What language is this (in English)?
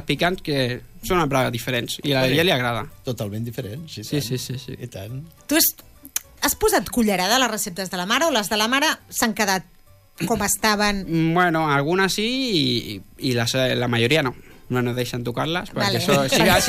Catalan